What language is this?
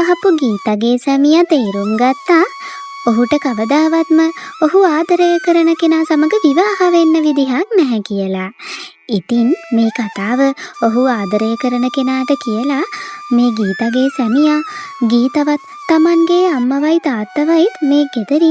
Sinhala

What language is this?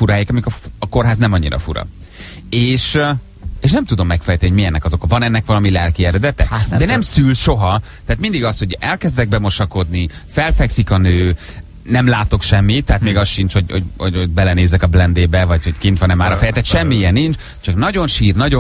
Hungarian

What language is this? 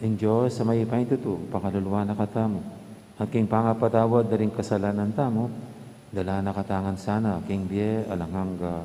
Pampanga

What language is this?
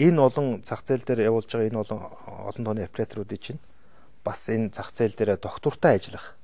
Mongolian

